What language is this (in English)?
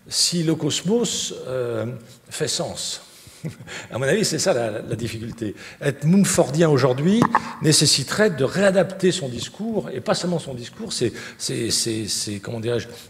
French